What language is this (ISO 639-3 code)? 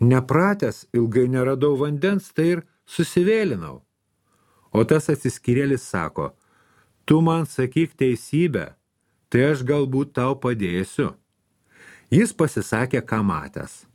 lit